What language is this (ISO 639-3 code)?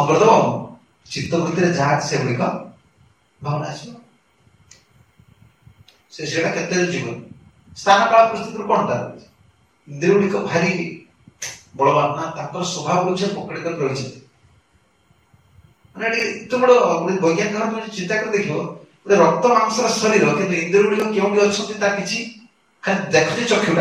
ori